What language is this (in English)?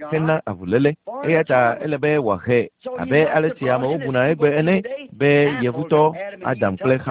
Ewe